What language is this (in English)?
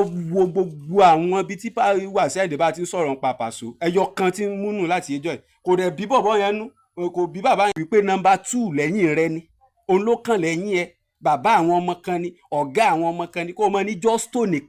Yoruba